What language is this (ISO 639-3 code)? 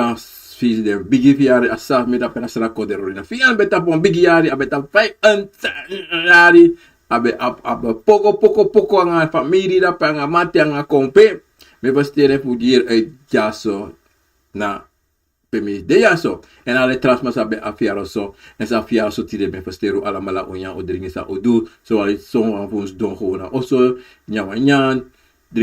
srn